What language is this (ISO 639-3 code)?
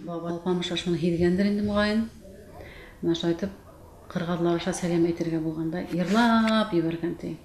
bak